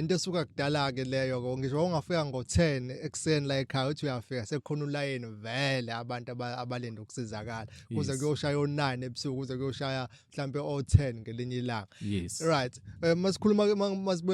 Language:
Zulu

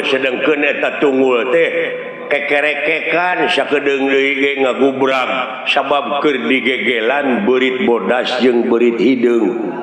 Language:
Sundanese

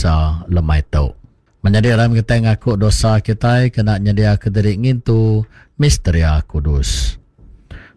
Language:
Iban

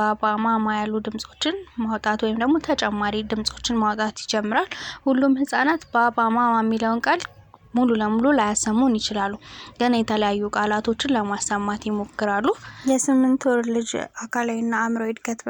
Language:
Amharic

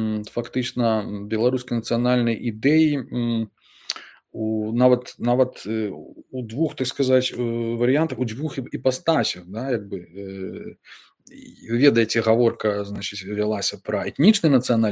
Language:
Belarusian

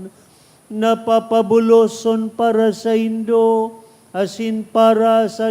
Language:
Bikol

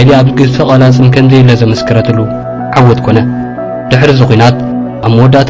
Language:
Tigrinya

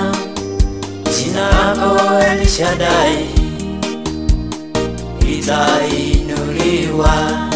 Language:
Swahili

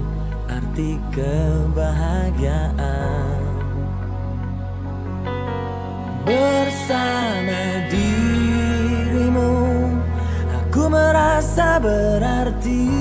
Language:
Indonesian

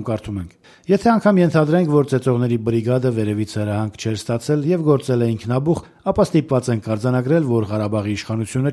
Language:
Armenian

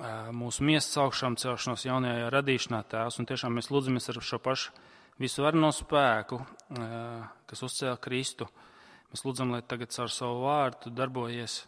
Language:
Latvian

